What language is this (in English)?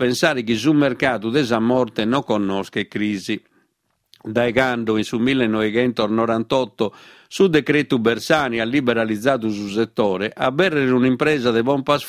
Sardinian